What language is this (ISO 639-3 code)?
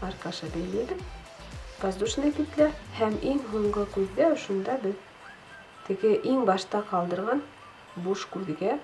bak